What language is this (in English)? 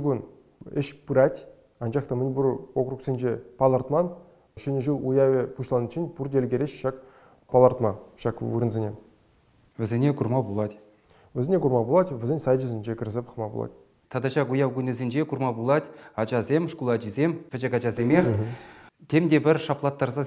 Chuvash